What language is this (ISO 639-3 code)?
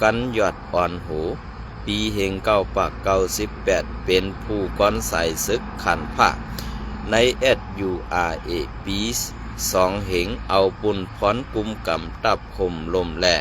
shn